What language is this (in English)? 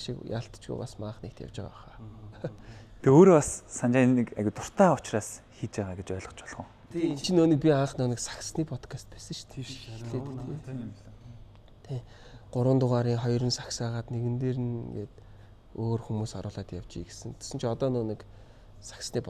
Mongolian